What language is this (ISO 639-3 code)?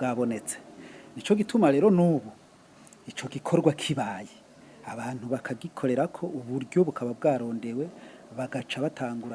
run